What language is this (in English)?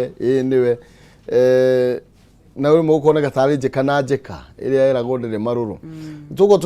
Kikuyu